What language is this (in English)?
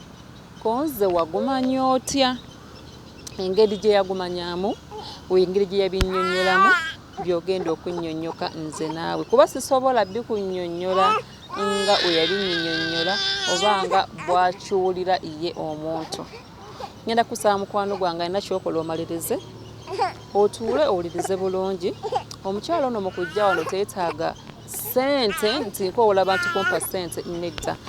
Ganda